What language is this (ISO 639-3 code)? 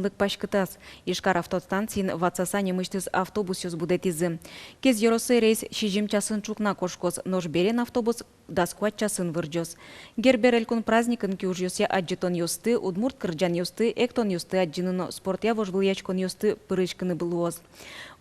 udm